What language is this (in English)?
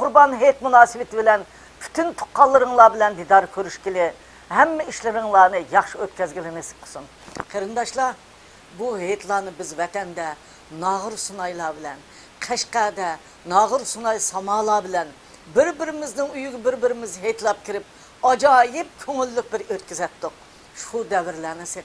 Uyghur